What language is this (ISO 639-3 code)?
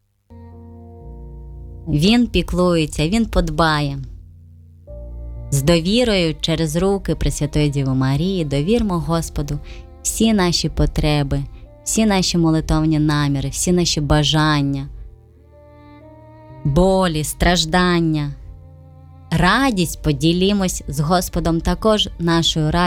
ukr